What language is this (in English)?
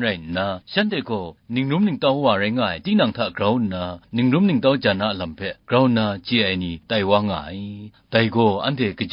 Kachin